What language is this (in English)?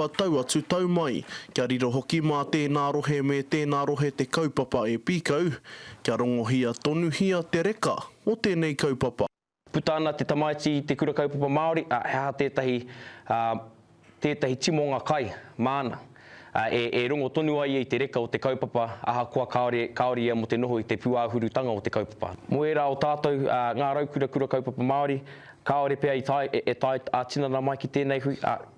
Māori